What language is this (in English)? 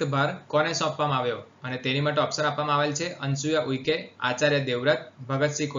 Gujarati